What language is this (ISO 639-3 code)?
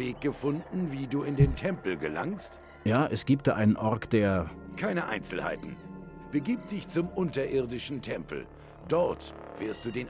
deu